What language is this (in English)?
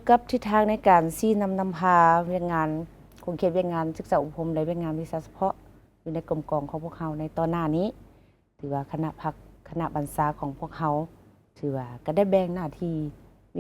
Lao